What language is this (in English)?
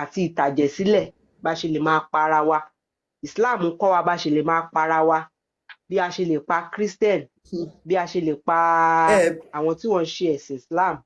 Yoruba